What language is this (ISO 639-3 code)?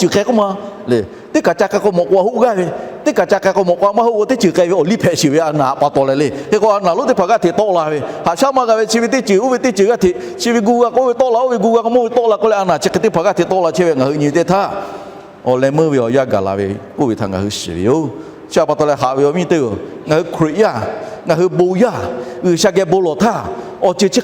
lhu